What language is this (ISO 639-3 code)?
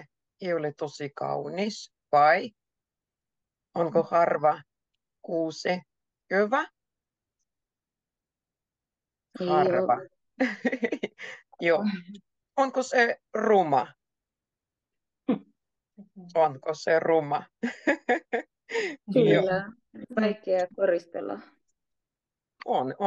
fin